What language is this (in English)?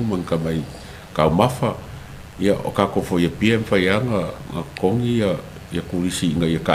Samoan